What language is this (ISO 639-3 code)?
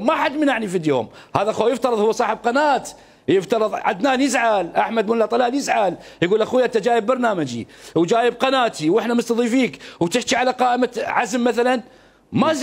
acm